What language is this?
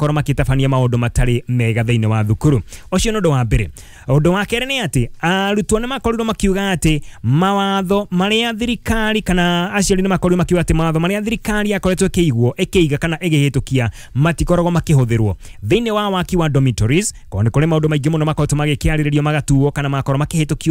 Kikuyu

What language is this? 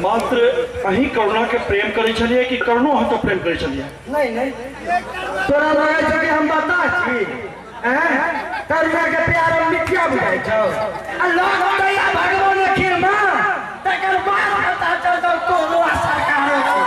Maithili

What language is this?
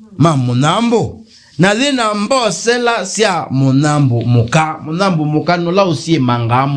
Kamba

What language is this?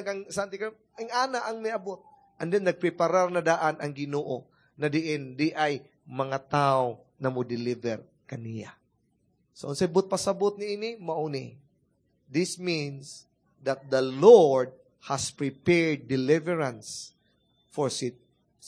Cebuano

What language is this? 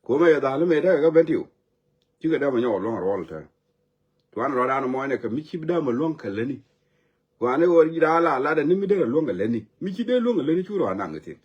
Nuer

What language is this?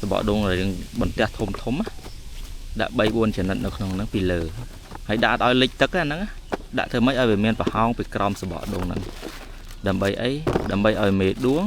Khmer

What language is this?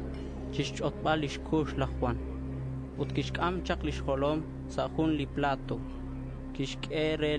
Kekchí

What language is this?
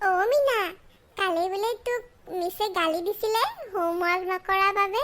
Assamese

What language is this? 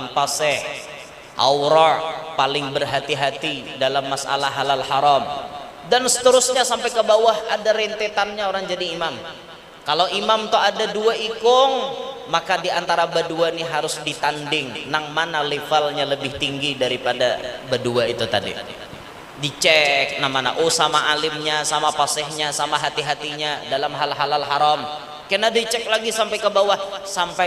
Banjar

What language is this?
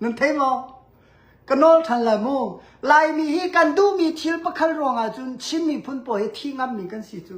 Hakha Chin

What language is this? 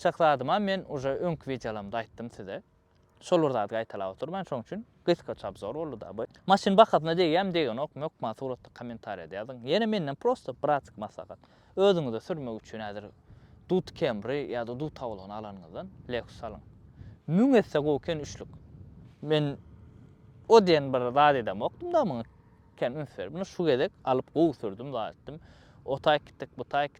Turkmen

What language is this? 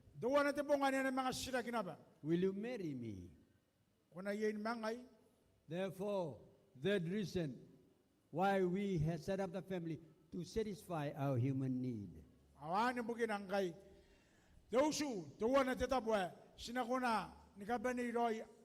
Gilbertese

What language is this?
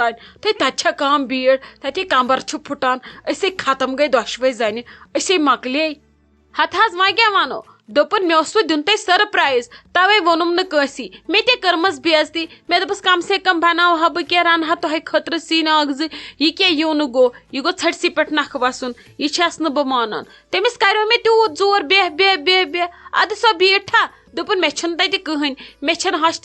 Kashmiri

